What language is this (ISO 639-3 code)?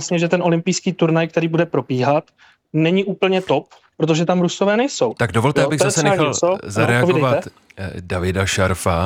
ces